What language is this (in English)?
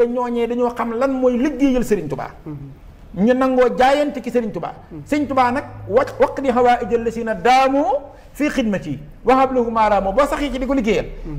Wolof